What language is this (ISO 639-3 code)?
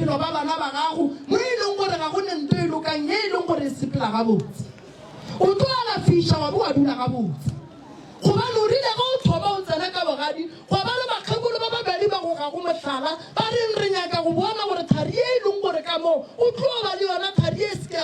nso